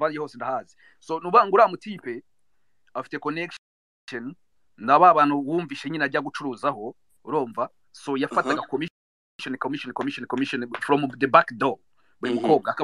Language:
Kinyarwanda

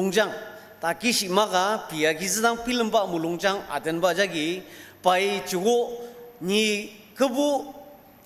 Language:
Ao Naga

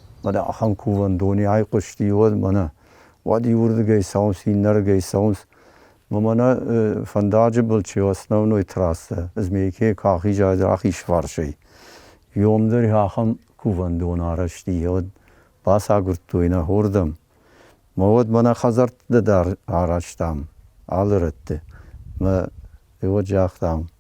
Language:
Ossetic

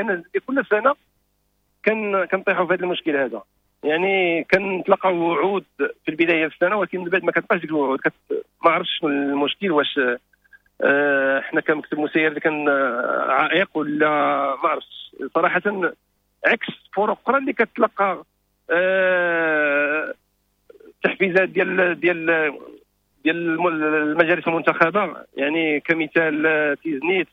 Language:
Moroccan Arabic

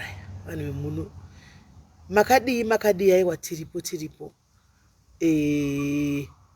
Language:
Shona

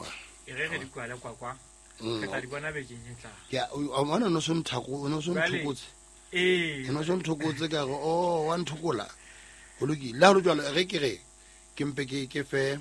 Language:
Southern Sotho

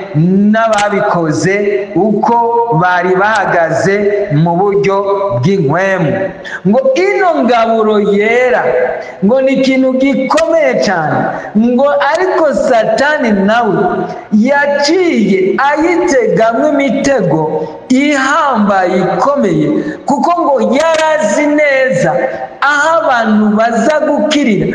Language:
Rundi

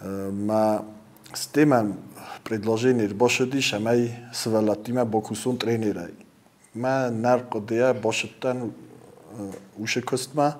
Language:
Ossetic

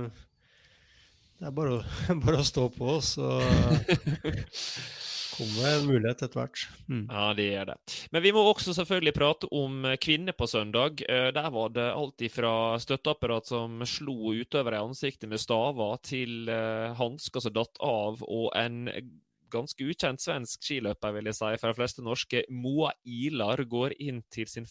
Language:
Norwegian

